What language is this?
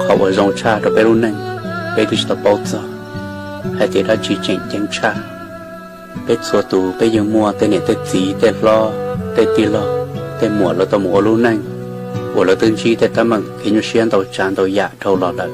Hmong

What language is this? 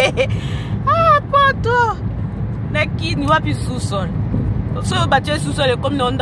Lingala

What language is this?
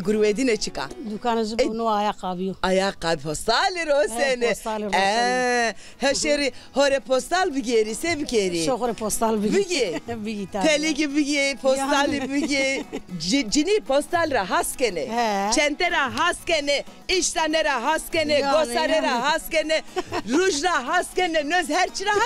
Zaza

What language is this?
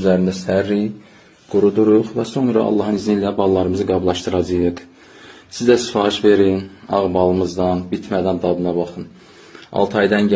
Azerbaijani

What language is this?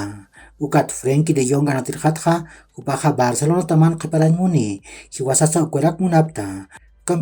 Aymara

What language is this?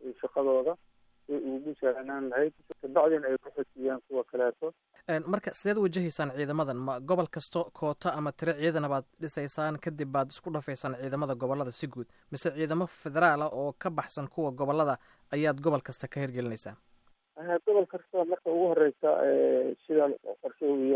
Somali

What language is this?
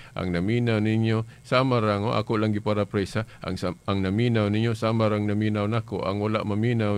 Cebuano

